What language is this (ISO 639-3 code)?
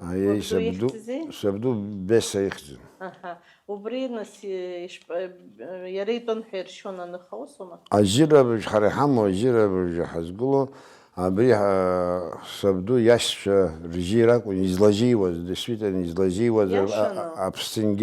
abk